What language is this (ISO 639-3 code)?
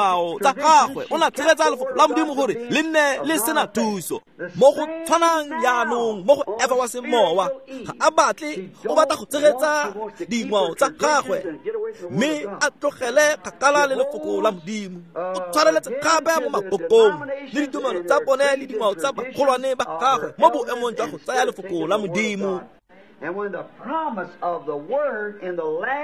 tsn